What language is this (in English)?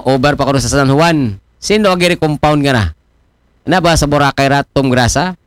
Aklanon